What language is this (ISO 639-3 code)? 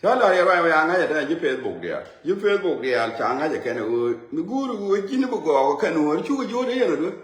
nus